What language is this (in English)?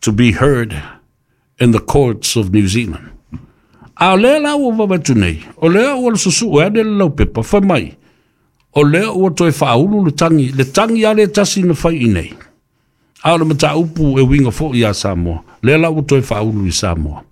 Samoan